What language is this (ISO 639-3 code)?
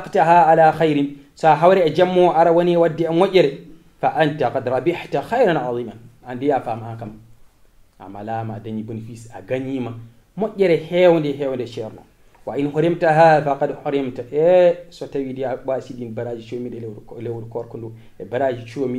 ful